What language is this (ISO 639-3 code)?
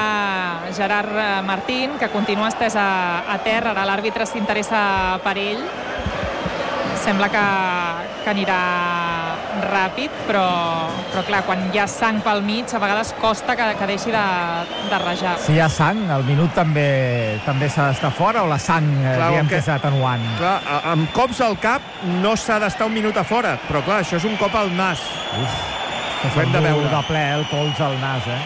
cat